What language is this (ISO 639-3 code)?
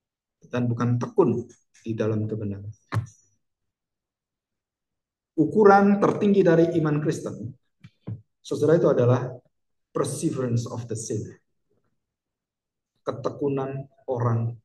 ind